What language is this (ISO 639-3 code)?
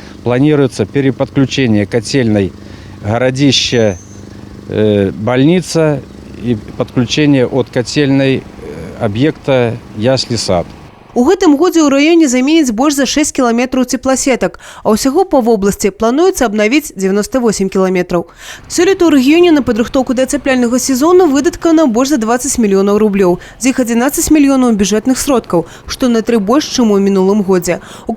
bel